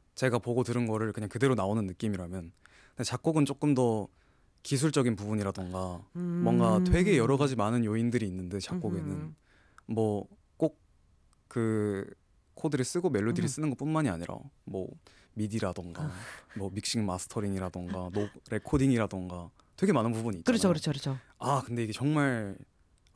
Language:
Korean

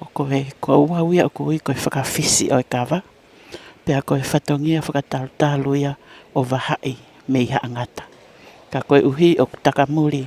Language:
Tongan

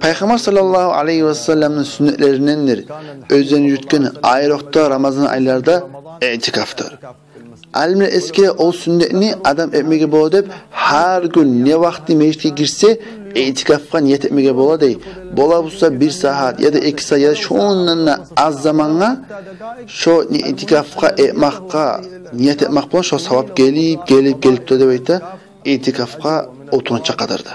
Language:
Kumyk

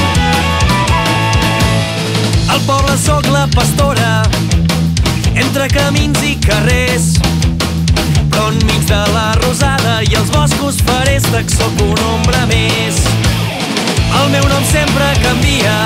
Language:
Catalan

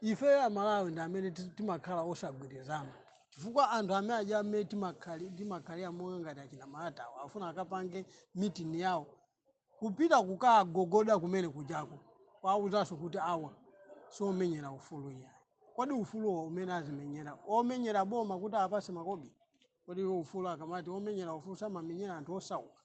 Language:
Nyanja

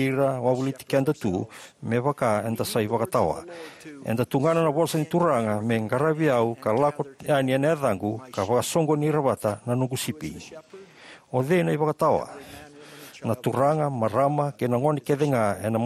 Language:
Fijian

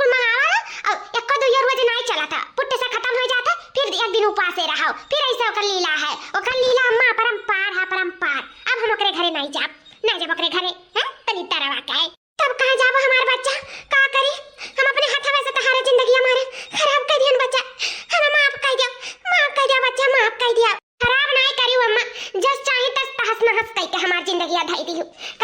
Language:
Awadhi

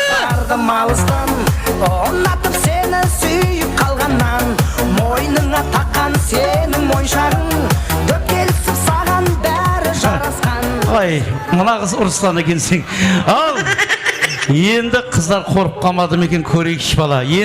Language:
Kara-Kalpak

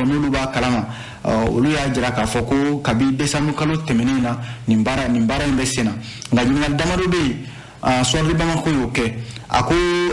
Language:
Bambara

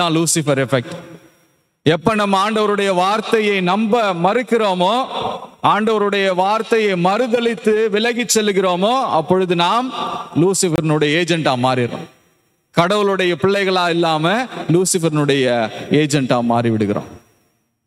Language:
Tamil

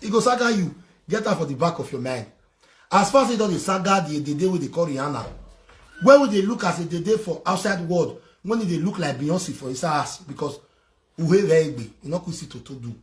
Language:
Nigerian Pidgin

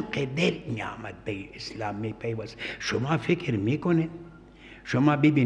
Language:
Persian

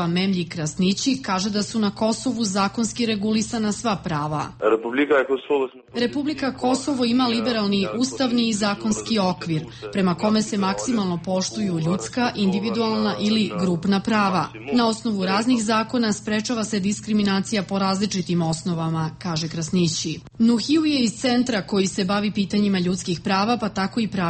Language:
Serbian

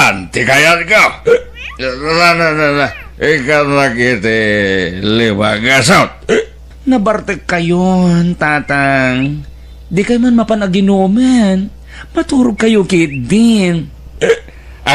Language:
Iloko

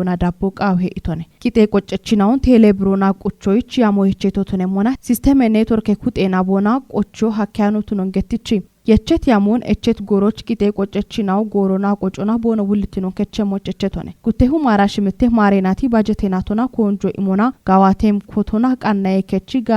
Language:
Kafa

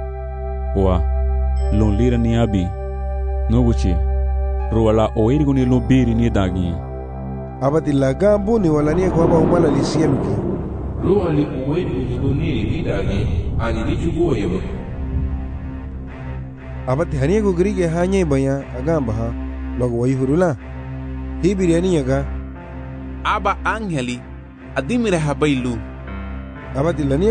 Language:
Garifuna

